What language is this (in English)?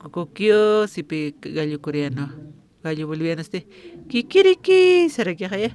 Aymara